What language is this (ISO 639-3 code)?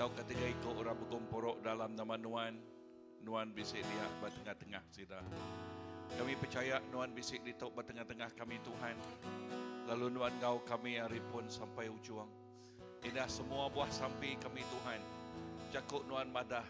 iba